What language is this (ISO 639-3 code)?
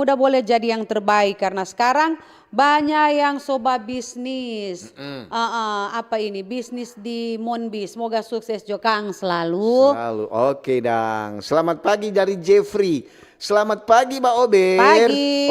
xmm